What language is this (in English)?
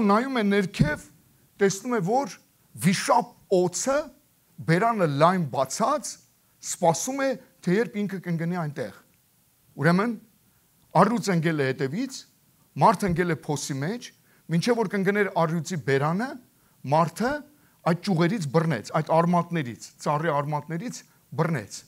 Armenian